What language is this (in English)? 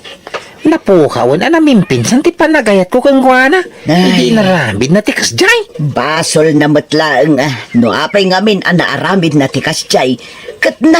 Iloko